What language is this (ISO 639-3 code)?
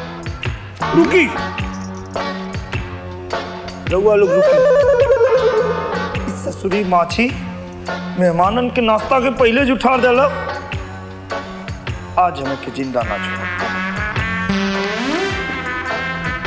bho